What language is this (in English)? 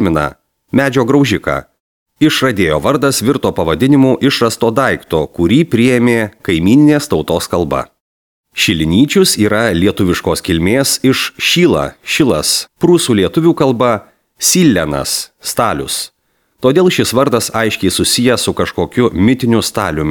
Lithuanian